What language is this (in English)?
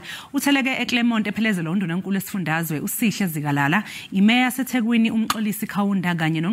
Zulu